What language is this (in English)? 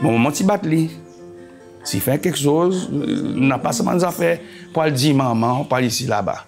Seselwa Creole French